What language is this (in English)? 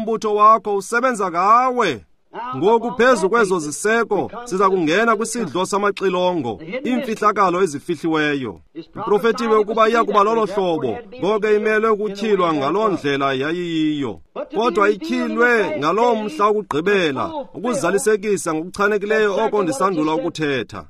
Xhosa